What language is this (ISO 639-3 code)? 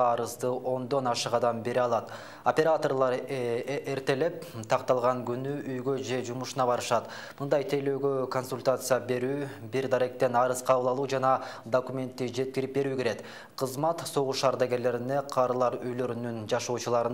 kir